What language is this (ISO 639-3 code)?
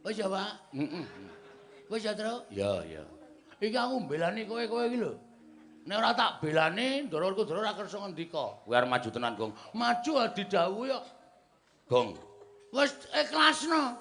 jav